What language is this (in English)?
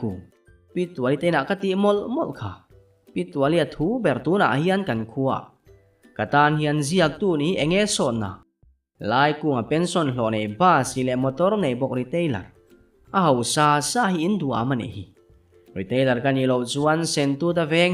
Mizo